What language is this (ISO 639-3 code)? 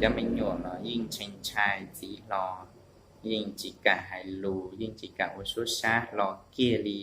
hmn